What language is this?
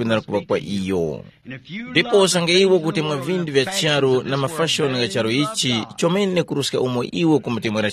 Tumbuka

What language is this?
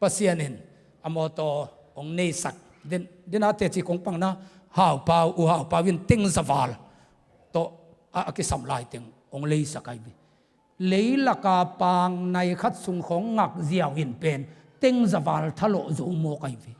Tedim Chin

